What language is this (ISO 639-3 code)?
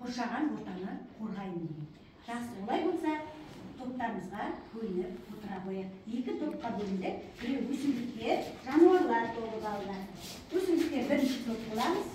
kaz